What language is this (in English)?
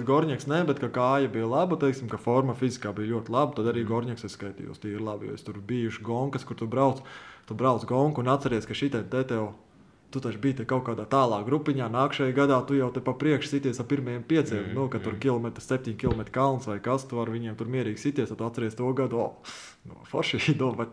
Latvian